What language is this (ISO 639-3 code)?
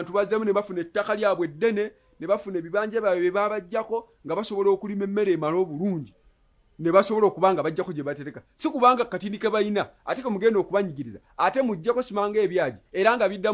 lug